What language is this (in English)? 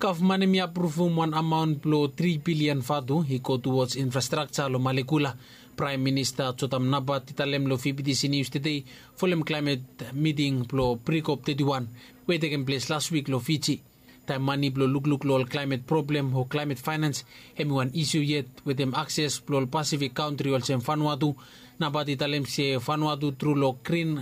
Bislama